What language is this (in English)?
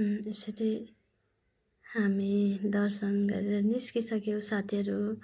Nepali